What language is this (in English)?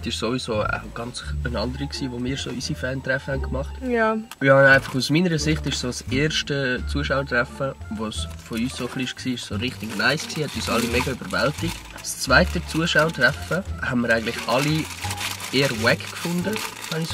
Swiss German